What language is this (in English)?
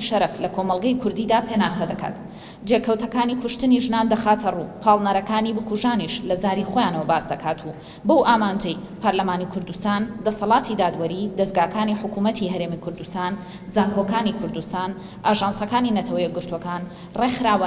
Central Kurdish